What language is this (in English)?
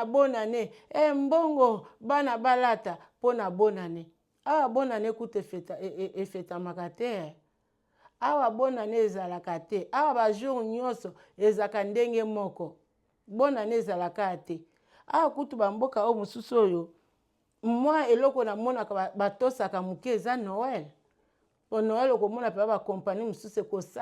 Lingala